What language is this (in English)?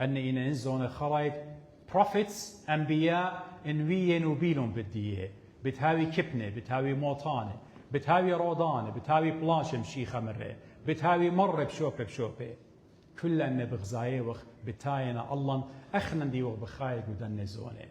Assyrian Neo-Aramaic